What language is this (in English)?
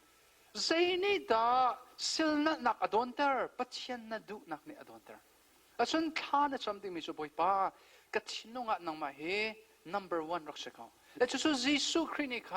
Hakha Chin